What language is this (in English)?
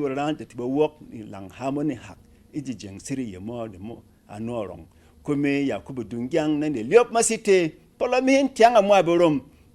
Berom